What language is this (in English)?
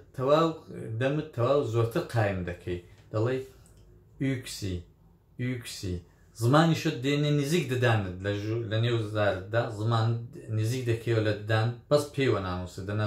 Central Kurdish